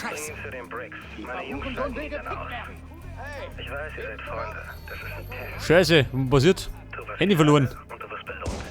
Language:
Bavarian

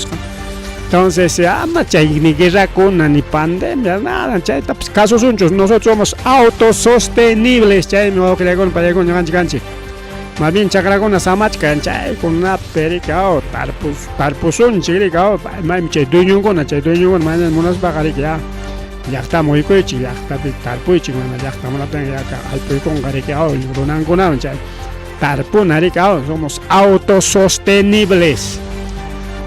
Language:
Ayacucho Quechua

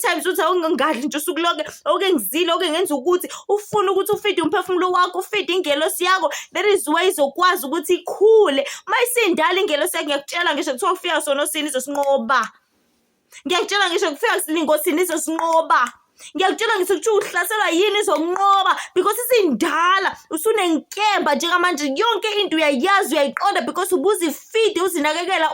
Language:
Zulu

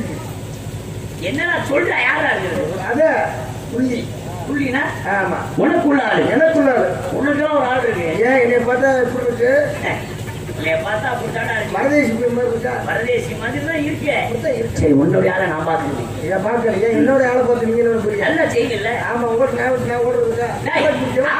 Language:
Tamil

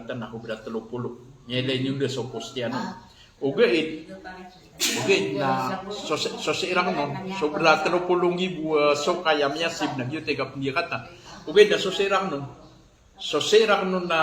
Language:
Maranao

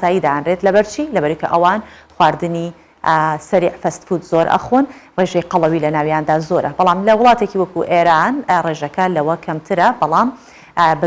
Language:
Central Kurdish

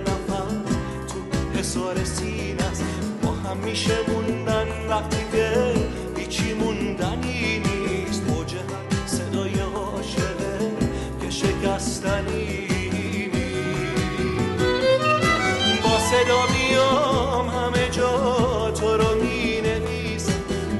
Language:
Persian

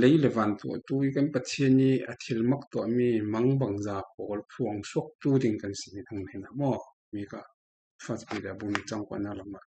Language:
Falam Chin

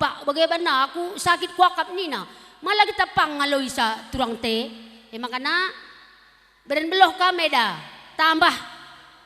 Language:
Batak Karo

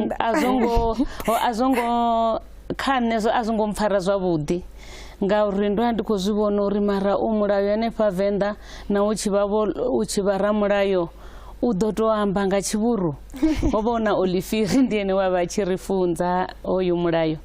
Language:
Venda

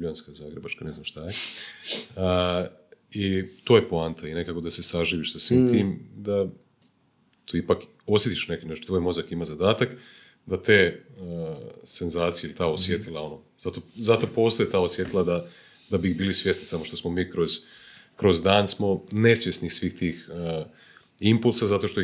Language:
Croatian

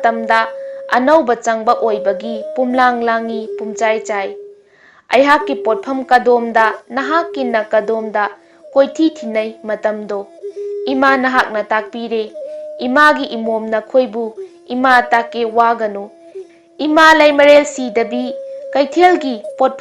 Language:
Manipuri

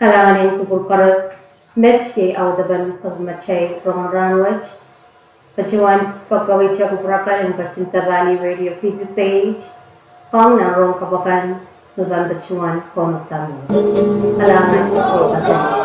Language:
Pohnpeian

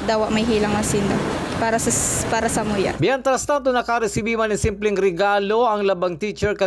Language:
Bikol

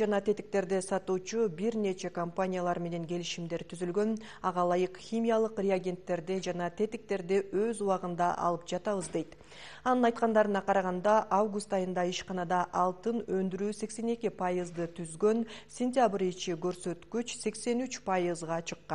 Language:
Kyrgyz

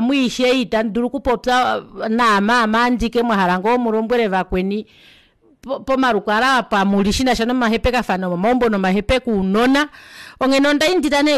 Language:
Kuanyama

